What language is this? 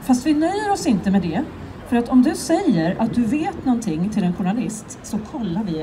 Swedish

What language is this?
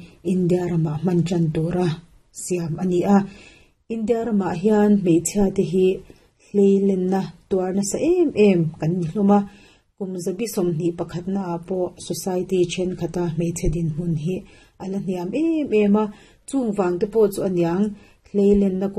Mizo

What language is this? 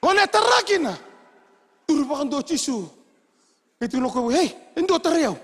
Fijian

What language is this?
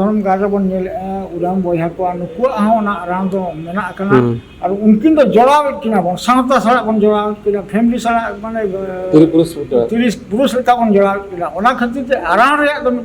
Santali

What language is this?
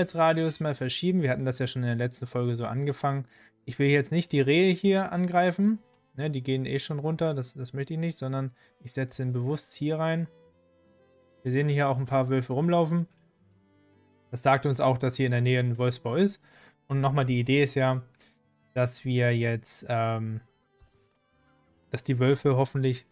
German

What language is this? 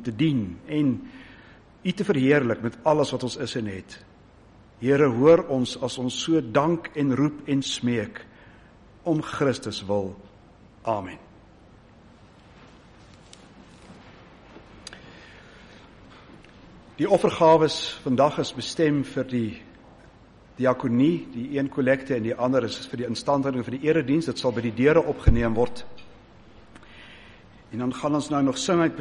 Afrikaans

